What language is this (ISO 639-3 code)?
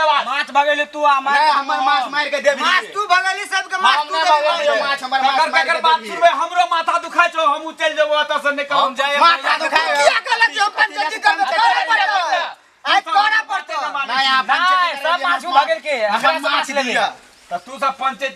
mai